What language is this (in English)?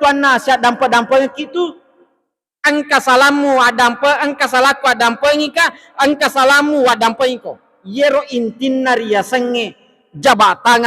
Buginese